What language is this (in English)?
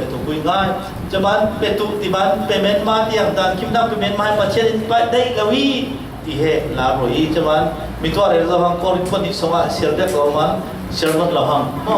Falam Chin